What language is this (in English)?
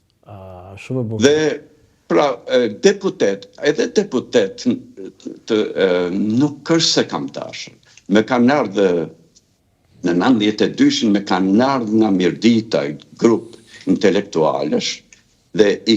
Albanian